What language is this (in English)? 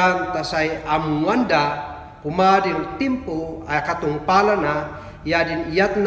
Kankanaey